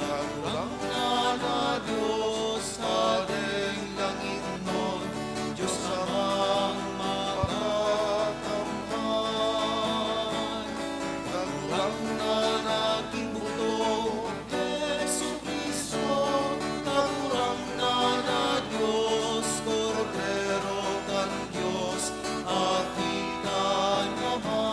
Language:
Bikol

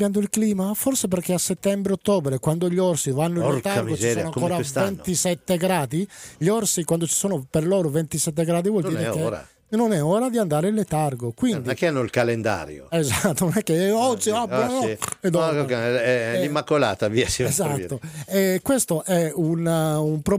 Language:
Italian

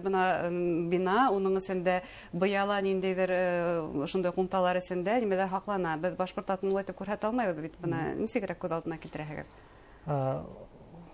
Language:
Bashkir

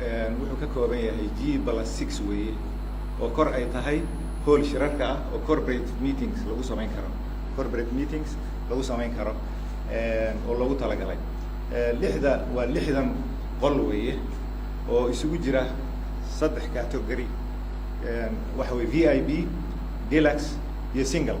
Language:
Somali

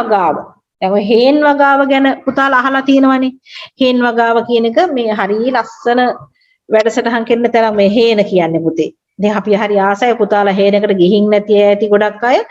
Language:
Sinhala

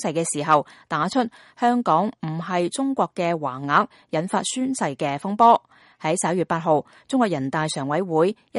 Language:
Cantonese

